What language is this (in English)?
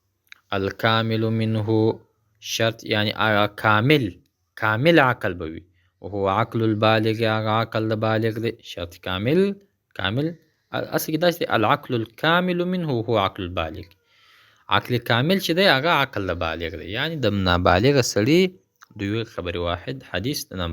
Pashto